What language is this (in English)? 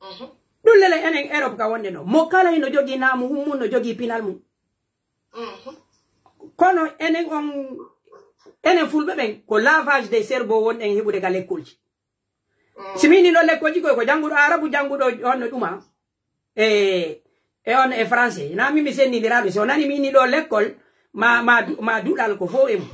Pular